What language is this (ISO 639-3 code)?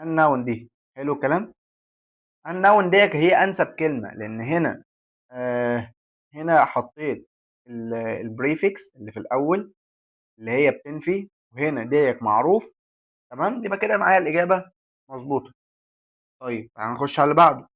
arz